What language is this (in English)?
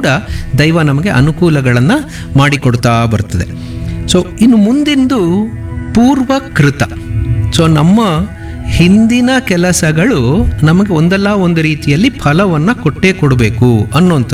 Kannada